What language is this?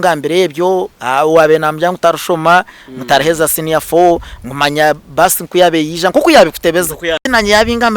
Nyankole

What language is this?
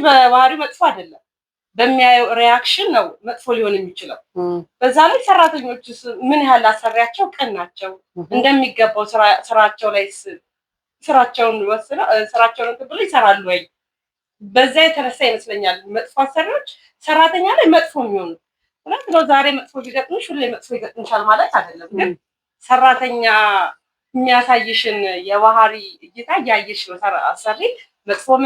Amharic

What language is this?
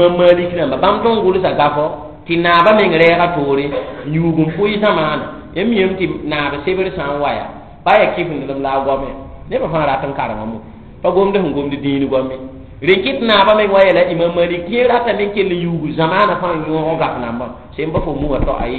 Mossi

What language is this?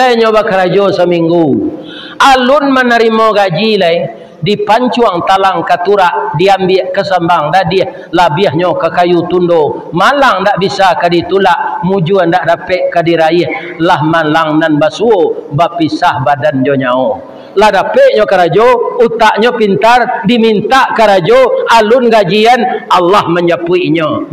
Minangkabau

